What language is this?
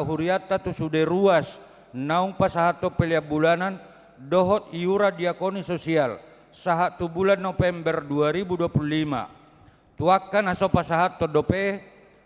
Batak Toba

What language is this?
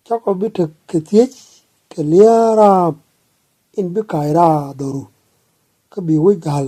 Nuer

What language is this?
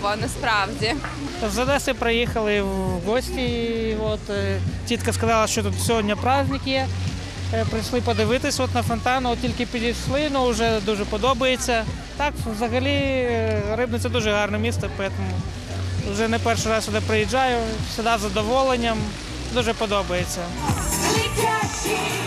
Ukrainian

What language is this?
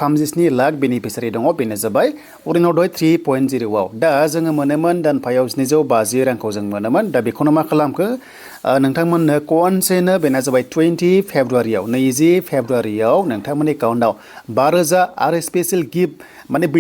Bodo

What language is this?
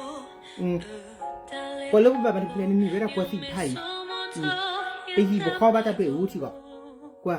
S'gaw Karen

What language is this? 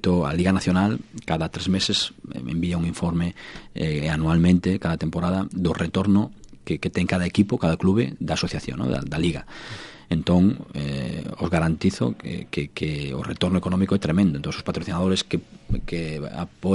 Galician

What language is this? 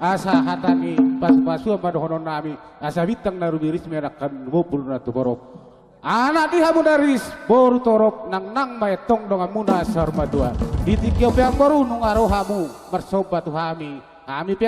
Batak Toba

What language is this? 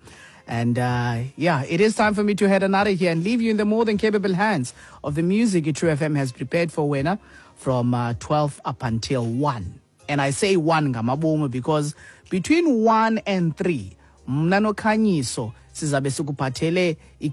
Xhosa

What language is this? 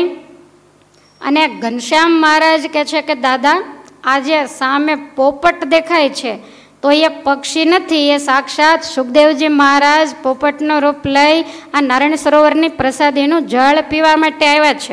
Gujarati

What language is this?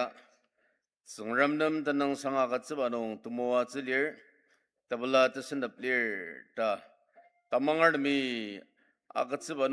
Ao Naga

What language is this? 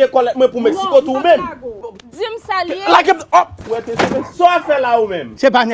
Haitian Creole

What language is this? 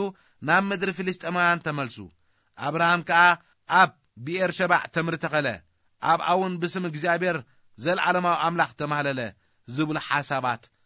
Tigrinya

